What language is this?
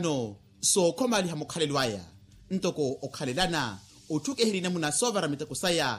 Makhuwa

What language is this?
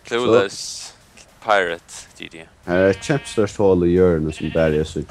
Faroese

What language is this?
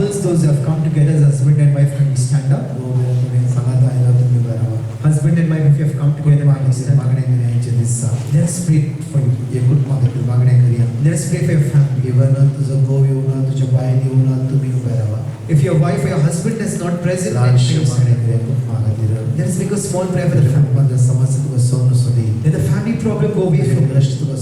Konkani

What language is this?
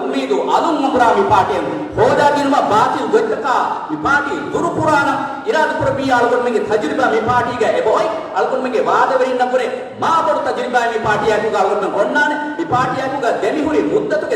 Divehi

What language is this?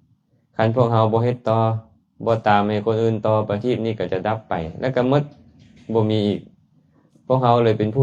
Lao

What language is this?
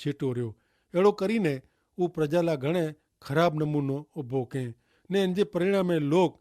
Kachhi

